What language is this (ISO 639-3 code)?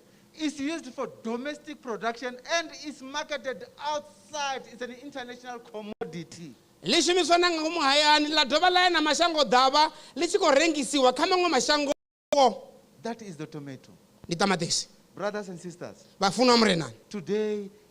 ven